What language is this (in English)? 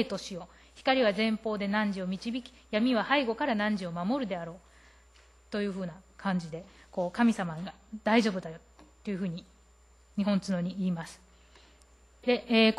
Japanese